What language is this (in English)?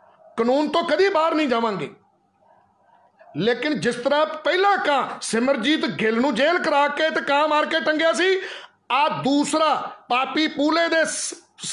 Punjabi